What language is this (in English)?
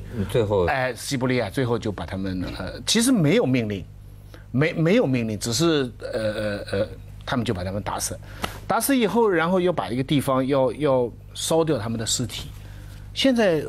Chinese